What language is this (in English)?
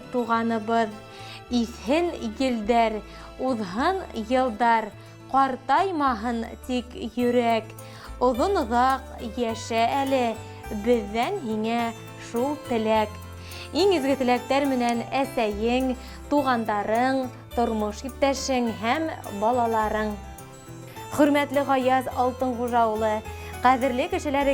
Bashkir